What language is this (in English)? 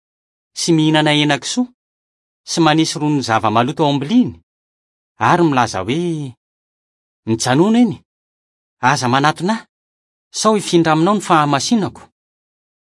Malagasy